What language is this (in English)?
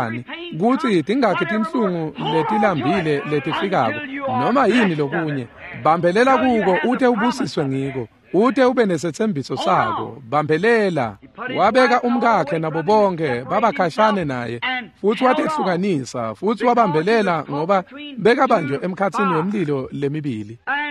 Swati